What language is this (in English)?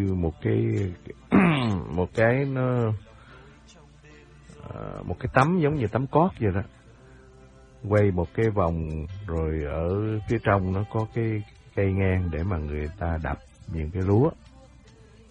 Vietnamese